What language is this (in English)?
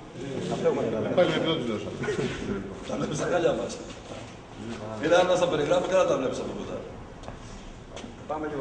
Greek